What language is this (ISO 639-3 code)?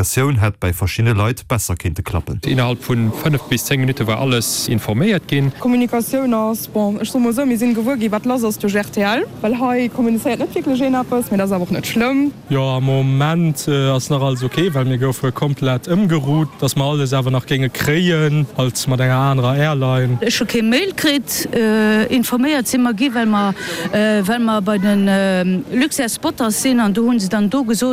ltz